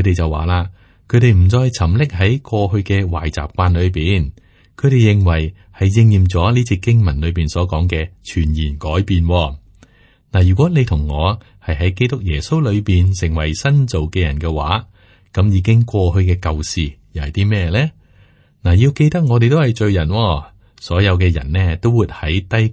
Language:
Cantonese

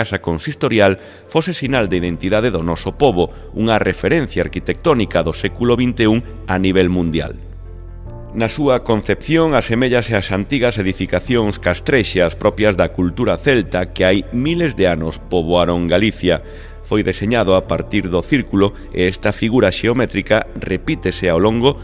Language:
Galician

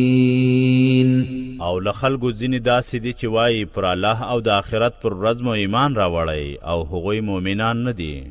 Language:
Pashto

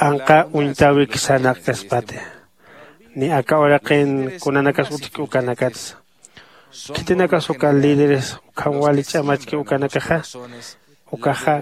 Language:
Aymara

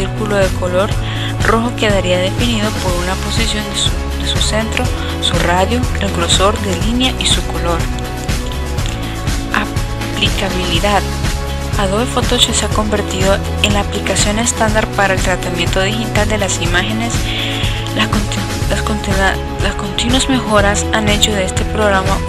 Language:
Spanish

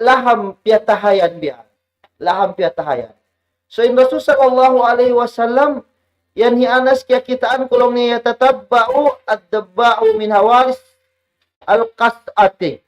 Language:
Tausug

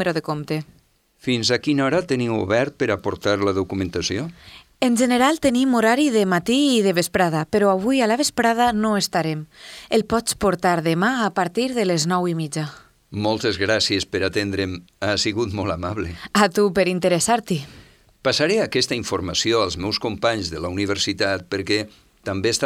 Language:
Catalan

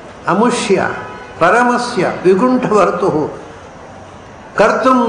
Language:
Kannada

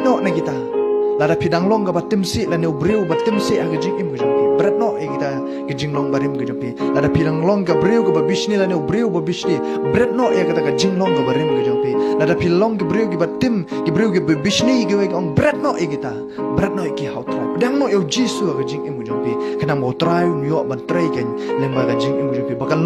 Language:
Khasi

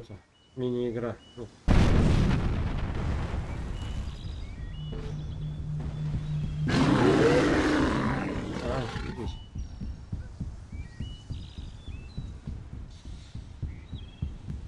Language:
Russian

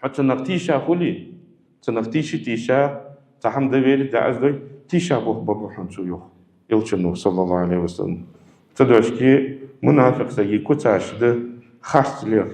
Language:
Ingush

